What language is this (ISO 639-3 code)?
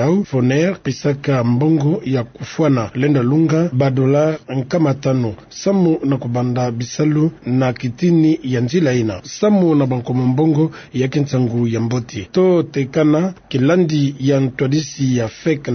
ktu